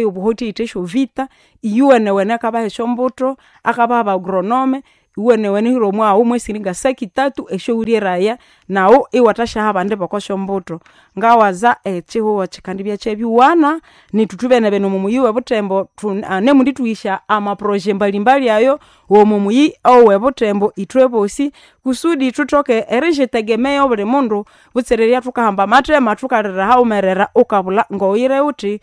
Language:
Nande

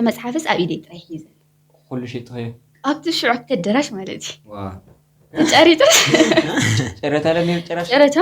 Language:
Tigrinya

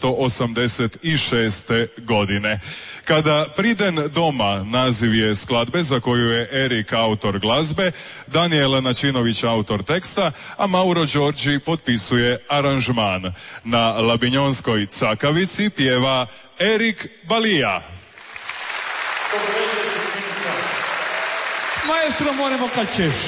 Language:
Croatian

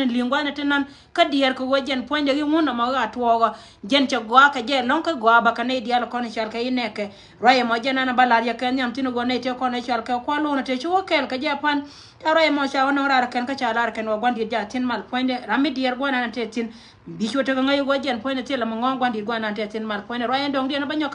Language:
Nuer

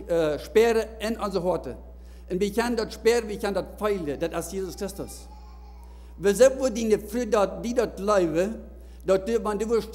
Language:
Plautdietsch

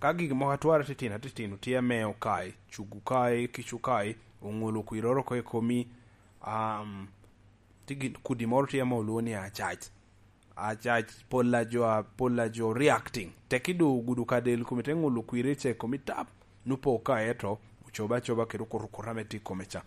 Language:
Lango (Uganda)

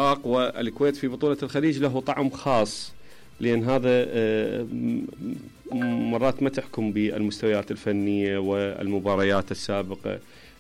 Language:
Mesopotamian Arabic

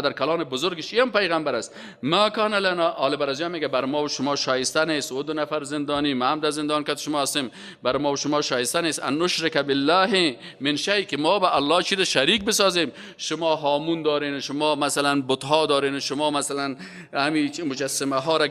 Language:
Persian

